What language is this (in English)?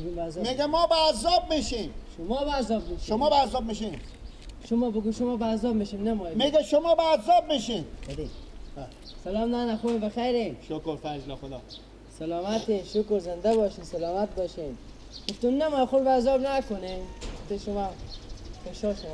Persian